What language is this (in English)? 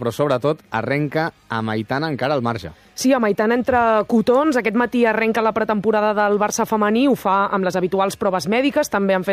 Catalan